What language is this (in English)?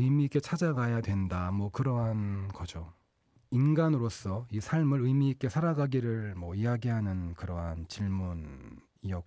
Korean